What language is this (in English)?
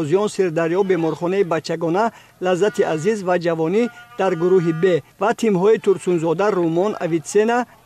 Tajik